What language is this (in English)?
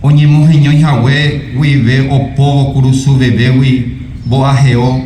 Guarani